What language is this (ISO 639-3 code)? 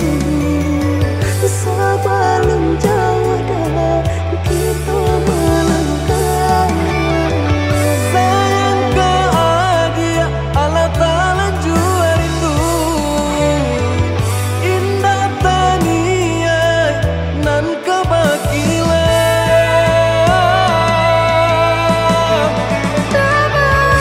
min